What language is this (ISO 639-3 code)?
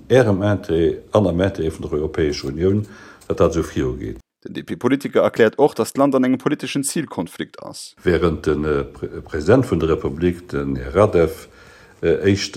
ltz